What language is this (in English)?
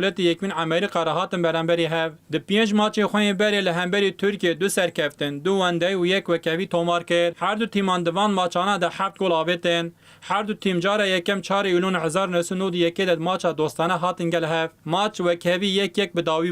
Kurdish